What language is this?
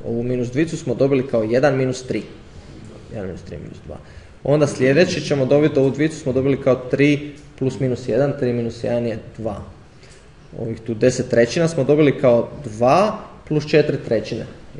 Croatian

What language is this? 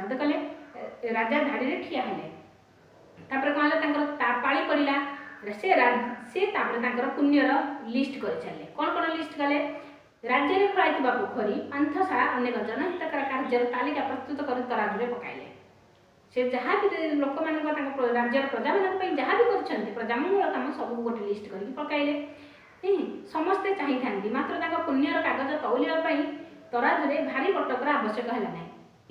Odia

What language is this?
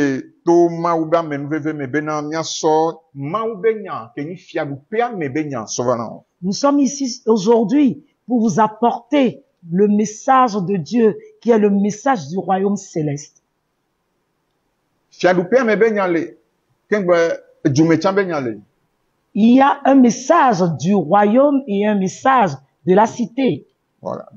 French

